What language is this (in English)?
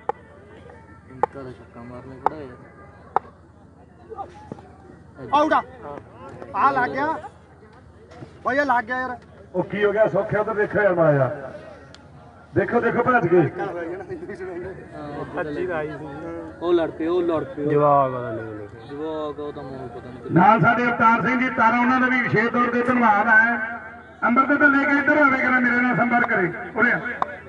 Punjabi